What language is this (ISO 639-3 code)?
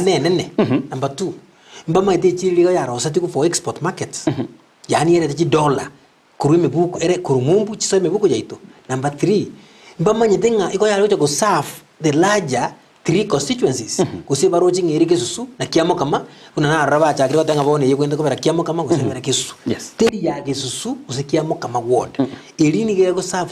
guz